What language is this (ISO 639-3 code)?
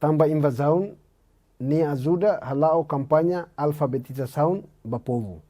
tet